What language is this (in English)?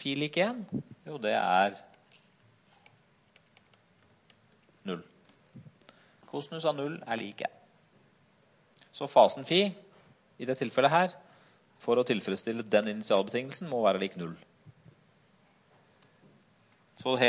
Norwegian